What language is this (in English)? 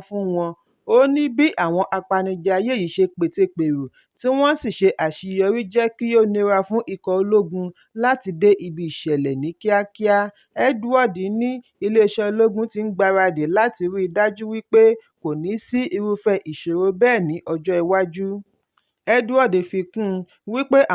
Yoruba